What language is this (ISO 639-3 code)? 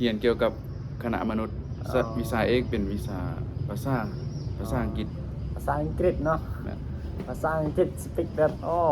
lao